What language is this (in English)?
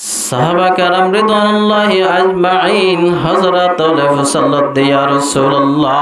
Rohingya